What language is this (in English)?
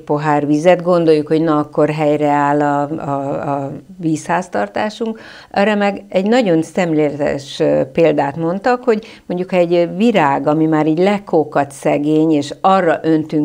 Hungarian